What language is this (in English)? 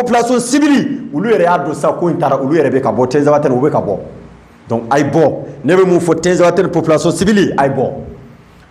Bambara